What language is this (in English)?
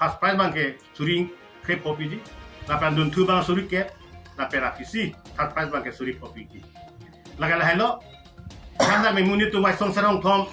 Karbi